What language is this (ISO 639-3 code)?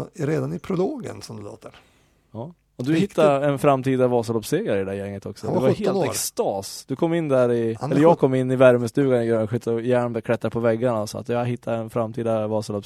swe